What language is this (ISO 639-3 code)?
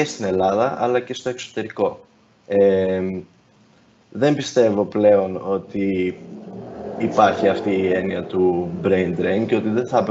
ell